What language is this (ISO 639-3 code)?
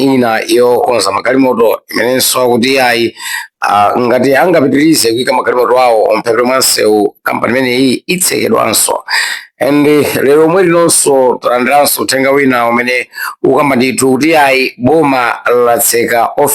nya